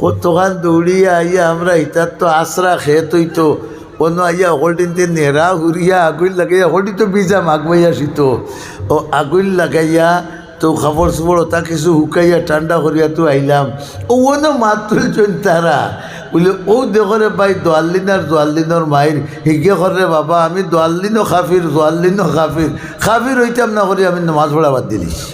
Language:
Sylheti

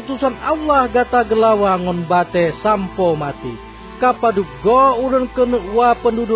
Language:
Achinese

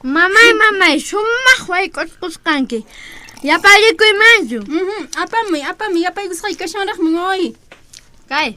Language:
Quechua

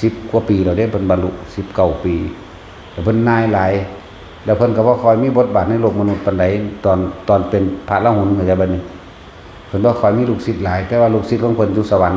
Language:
Lao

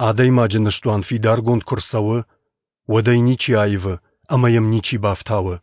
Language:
Ossetic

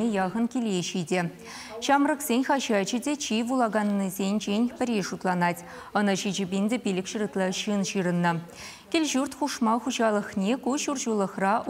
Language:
Chuvash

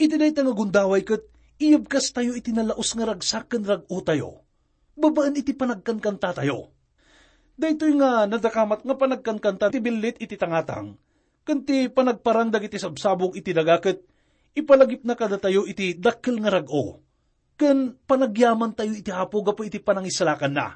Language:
Iloko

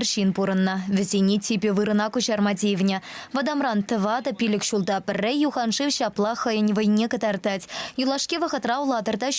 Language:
Chuvash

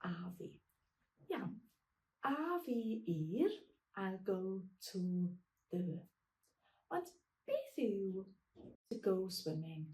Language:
Welsh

